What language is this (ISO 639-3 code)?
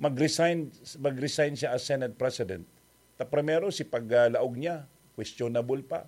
bik